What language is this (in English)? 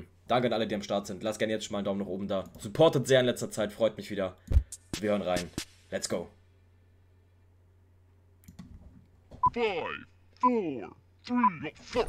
German